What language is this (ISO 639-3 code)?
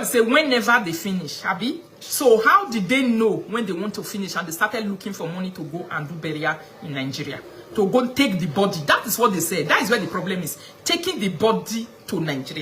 pcm